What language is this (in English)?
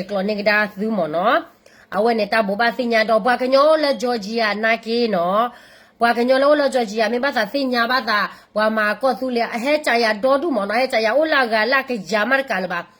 S'gaw Karen